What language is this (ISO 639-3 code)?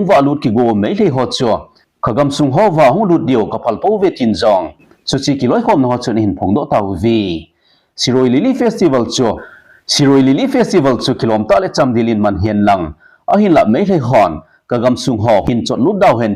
tcz